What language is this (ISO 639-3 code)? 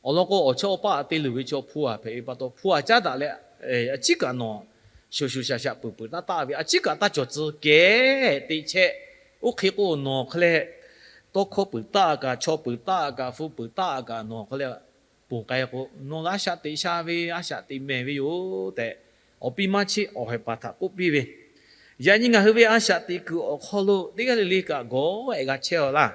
lhu